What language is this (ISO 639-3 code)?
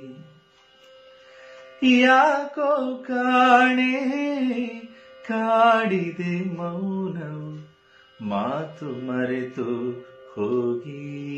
kan